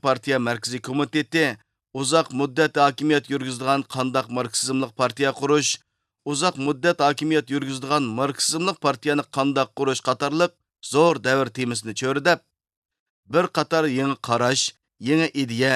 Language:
Uyghur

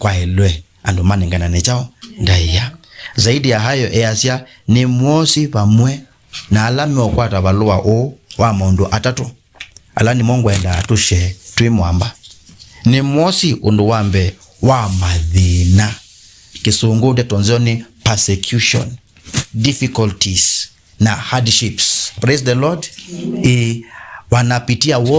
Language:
Kamba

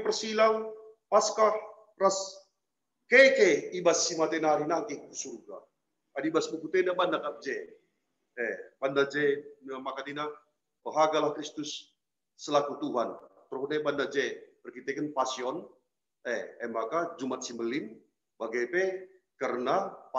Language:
Batak Karo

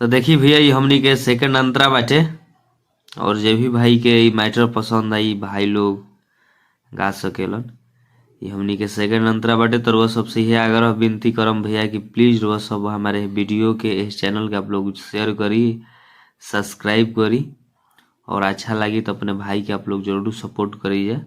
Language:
Bhojpuri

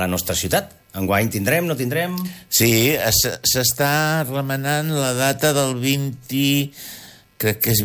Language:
Catalan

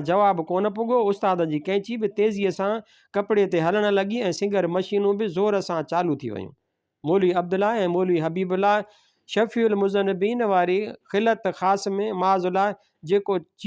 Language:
Sindhi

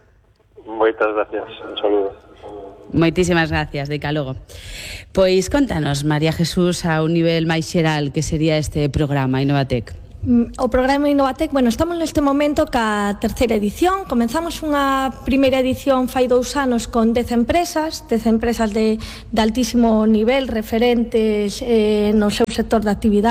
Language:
Galician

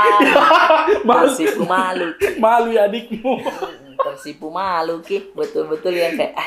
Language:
Makassar Malay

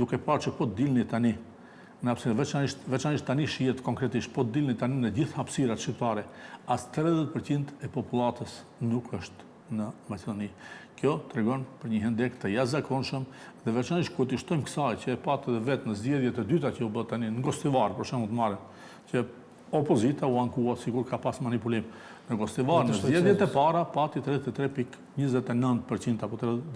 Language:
Albanian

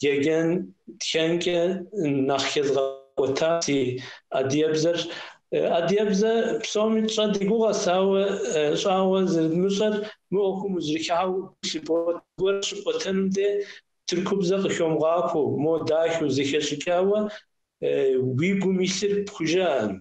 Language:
Kabardian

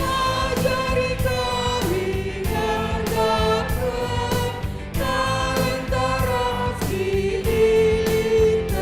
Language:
Batak Karo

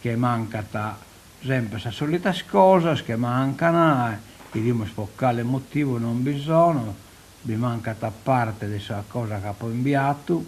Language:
Sardinian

